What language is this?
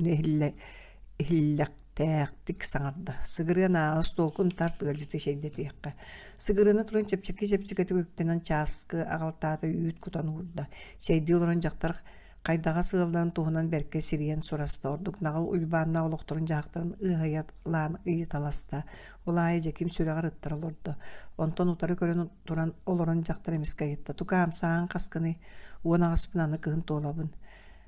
Yakut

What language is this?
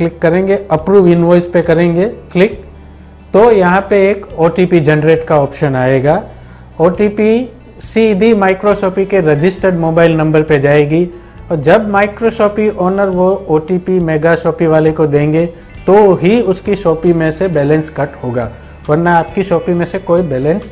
Hindi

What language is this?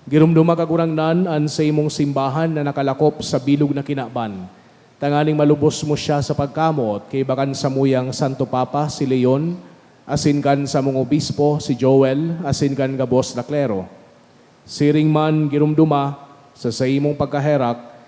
Bikol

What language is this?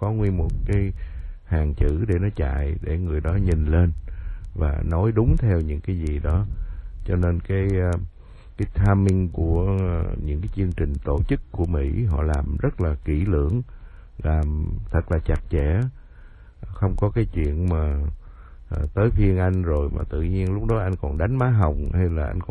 Vietnamese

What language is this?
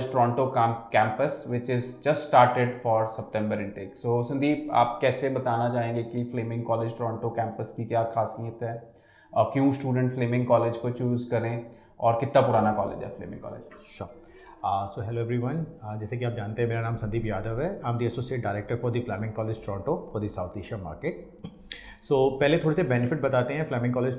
Hindi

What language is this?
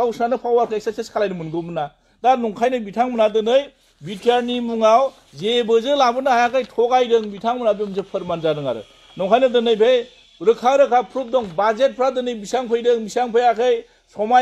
Bodo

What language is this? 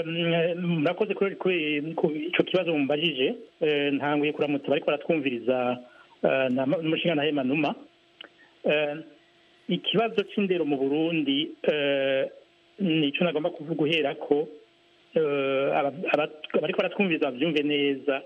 Rundi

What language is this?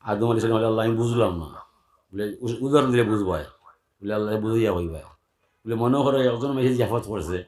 Sylheti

